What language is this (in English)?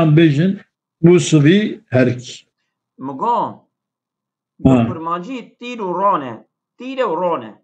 Kurdish